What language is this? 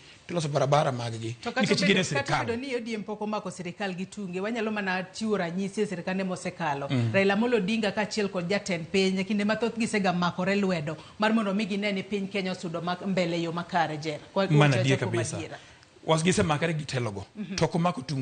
Luo (Kenya and Tanzania)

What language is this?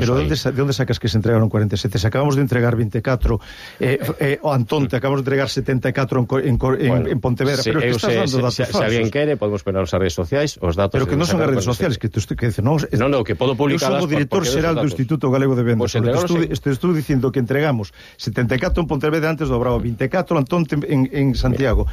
Galician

